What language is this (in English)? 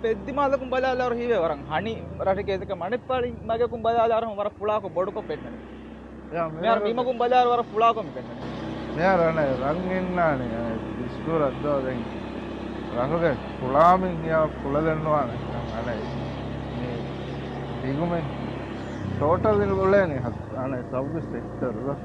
Divehi